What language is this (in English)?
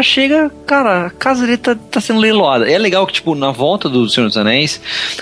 Portuguese